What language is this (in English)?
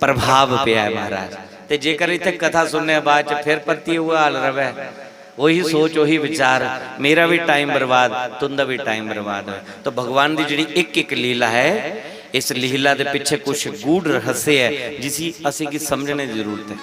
Dogri